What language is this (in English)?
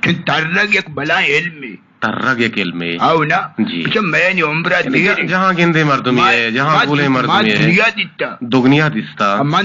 Eastern Balochi